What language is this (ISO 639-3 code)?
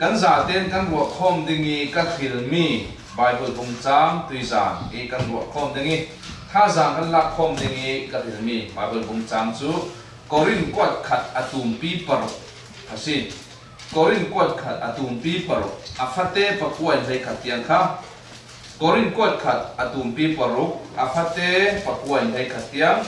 cfm